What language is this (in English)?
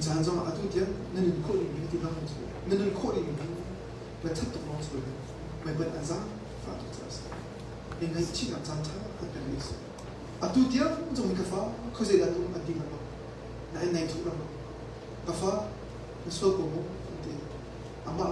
Hakha Chin